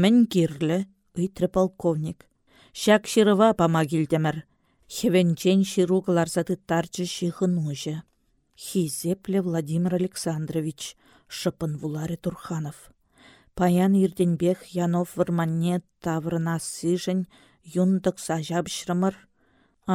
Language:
Chuvash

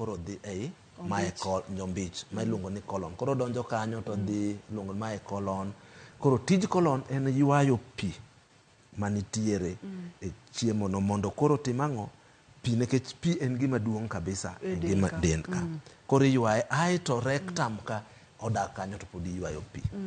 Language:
Luo (Kenya and Tanzania)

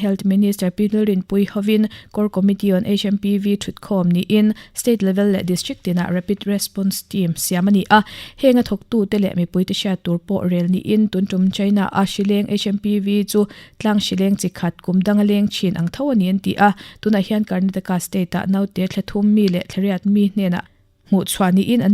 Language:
Mizo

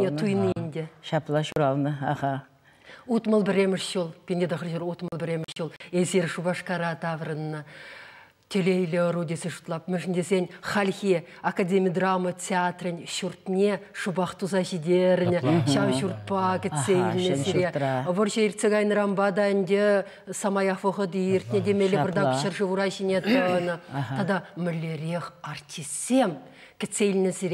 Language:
Chuvash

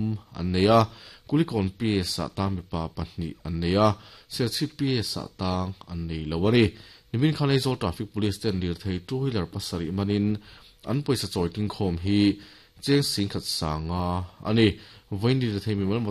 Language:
Mizo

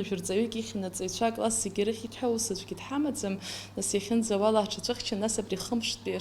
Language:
Abkhazian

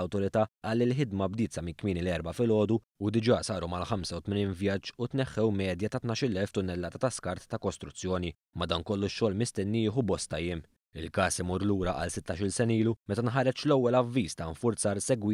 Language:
Maltese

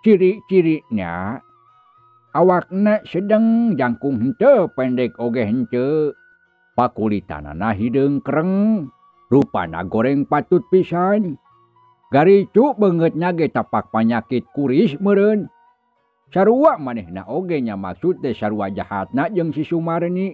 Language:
Sundanese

